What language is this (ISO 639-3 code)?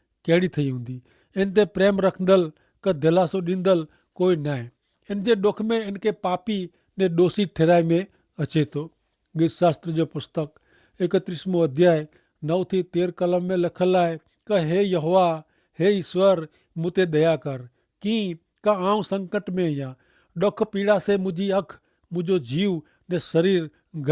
kfr